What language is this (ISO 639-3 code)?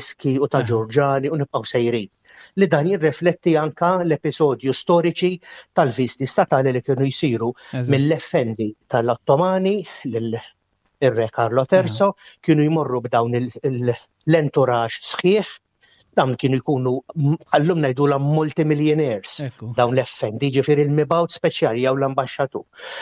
mlt